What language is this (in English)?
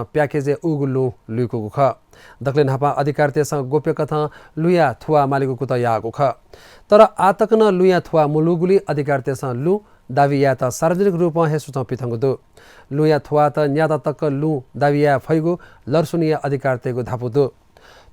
Newari